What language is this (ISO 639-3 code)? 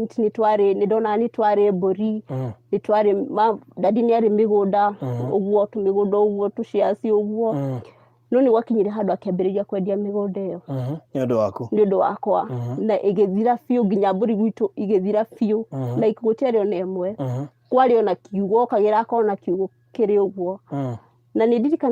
kik